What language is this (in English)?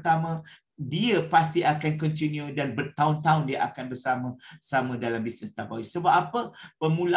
Malay